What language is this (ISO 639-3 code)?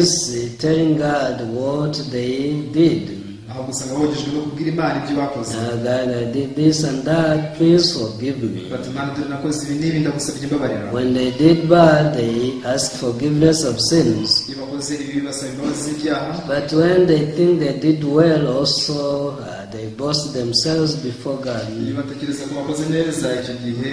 kin